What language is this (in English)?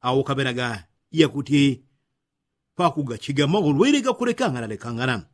Yao